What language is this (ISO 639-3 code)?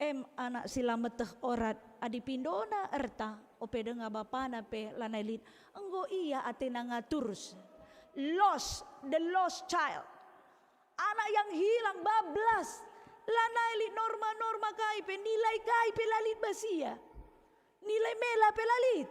btx